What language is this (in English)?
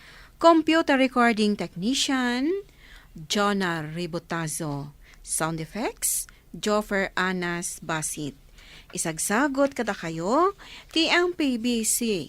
Iloko